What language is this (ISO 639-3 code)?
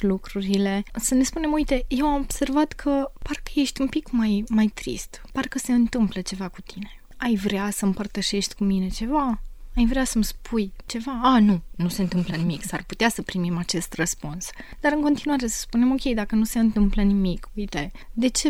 ron